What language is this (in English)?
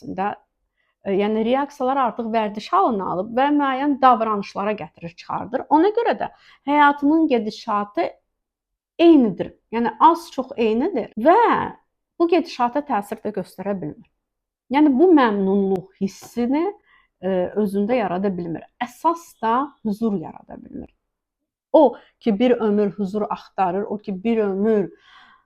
Azerbaijani